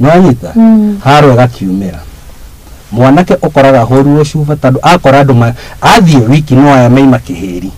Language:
Kikuyu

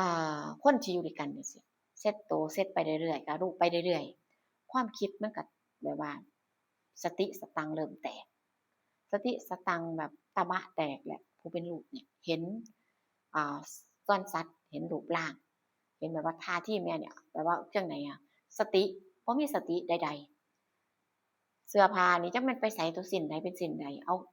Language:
Northeastern Thai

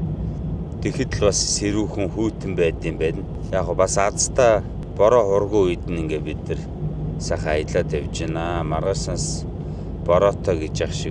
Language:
Mongolian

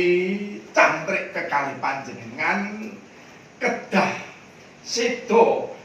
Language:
Javanese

